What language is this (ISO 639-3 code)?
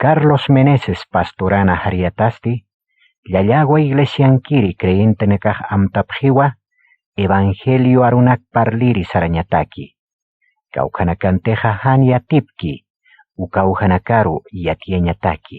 aym